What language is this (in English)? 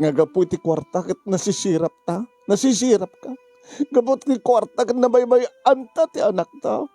Iloko